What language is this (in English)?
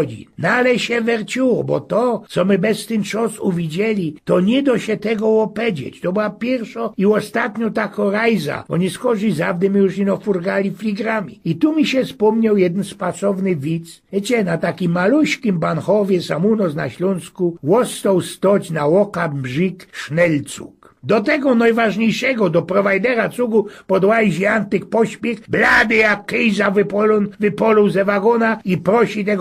Silesian